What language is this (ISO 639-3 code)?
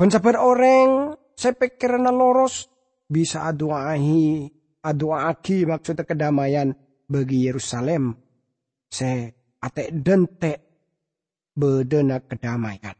mad